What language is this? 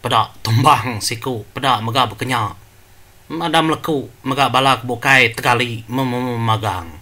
Iban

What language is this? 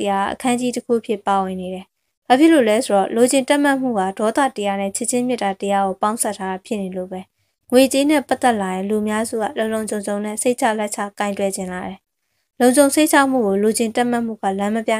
Burmese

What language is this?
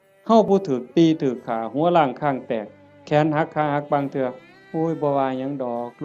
Northeastern Thai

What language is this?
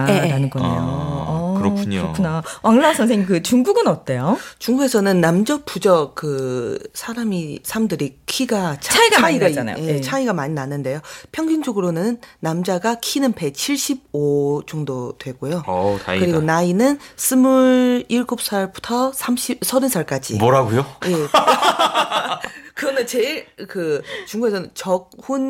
Korean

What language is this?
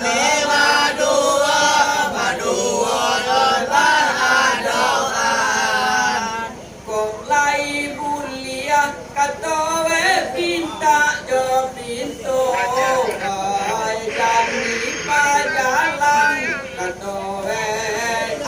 Minangkabau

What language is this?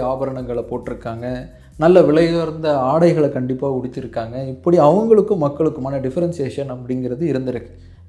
Tamil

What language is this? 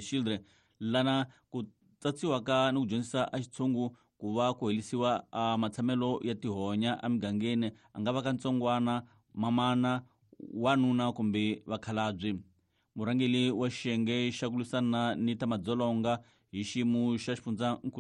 Tsonga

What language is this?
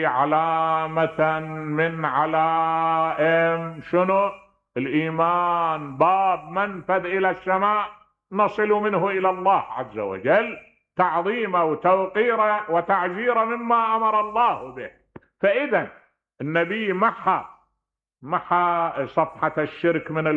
Mesopotamian Arabic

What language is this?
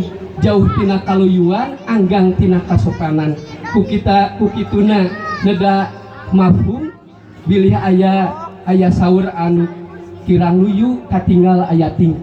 Sundanese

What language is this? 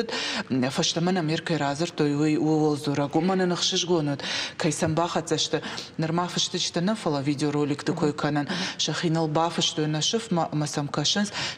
Ossetic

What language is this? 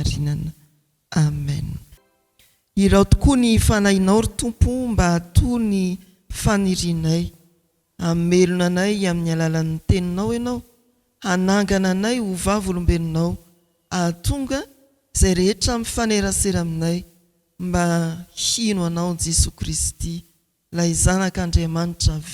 Malagasy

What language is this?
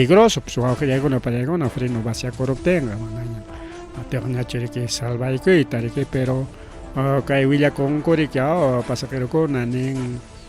Ayacucho Quechua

